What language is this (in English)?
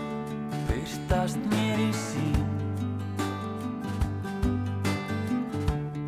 Icelandic